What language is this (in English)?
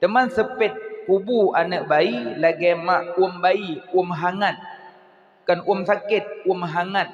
Achinese